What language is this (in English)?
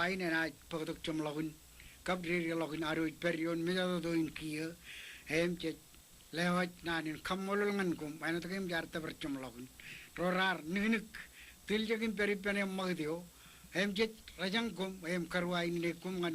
Marshallese